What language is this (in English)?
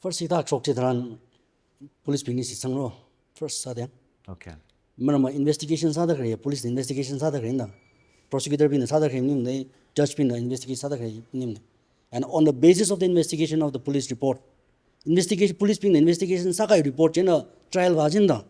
Tangkhul Naga (India)